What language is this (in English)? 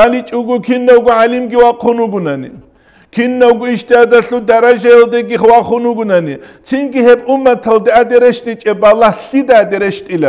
Avaric